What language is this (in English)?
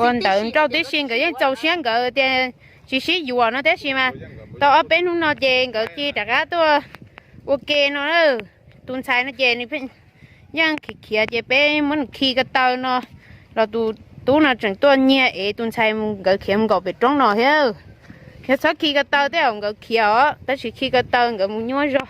Hmong